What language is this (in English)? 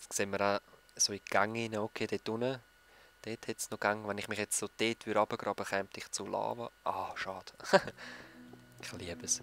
Swiss German